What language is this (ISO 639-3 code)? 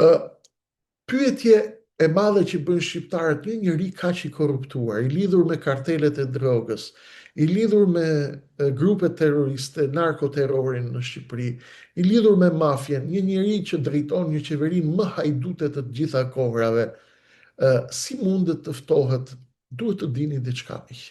sqi